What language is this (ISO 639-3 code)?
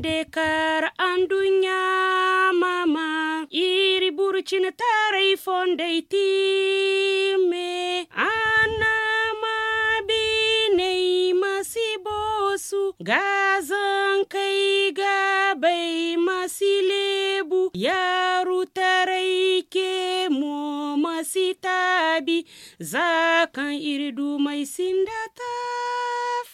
dje